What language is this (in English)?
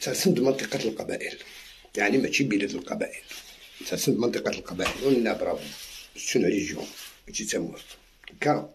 Algerian Arabic